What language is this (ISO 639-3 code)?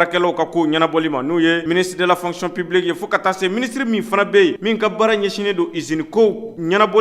bam